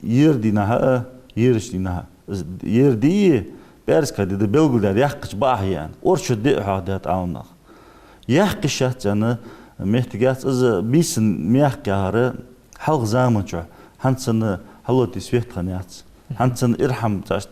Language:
Ingush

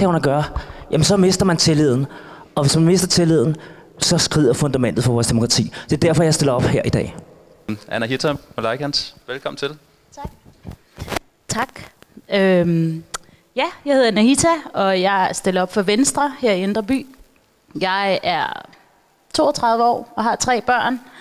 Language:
Danish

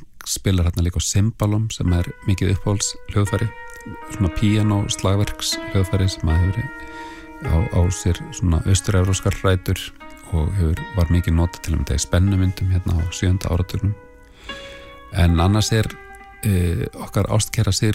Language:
Icelandic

